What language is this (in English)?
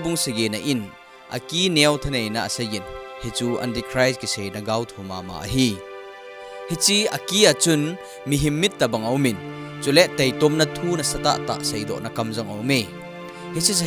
Thado Chin